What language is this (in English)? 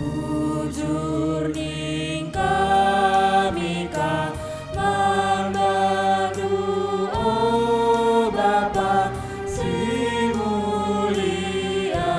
Batak Karo